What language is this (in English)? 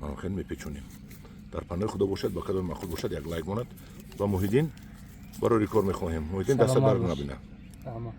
Tajik